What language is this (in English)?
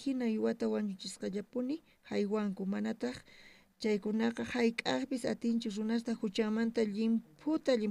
South Bolivian Quechua